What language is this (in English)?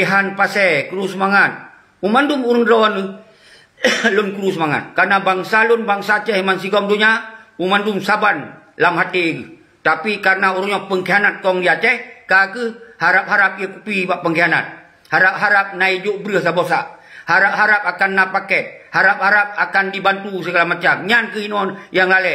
Achinese